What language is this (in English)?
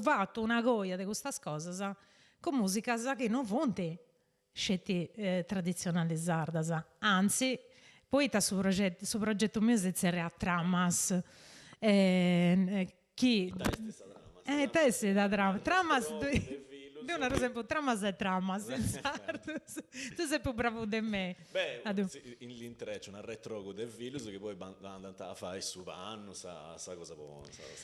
Sardinian